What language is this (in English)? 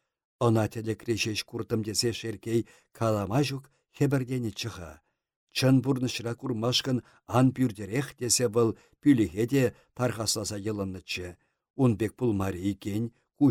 Chuvash